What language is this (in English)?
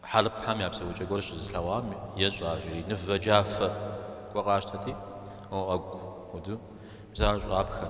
Kabardian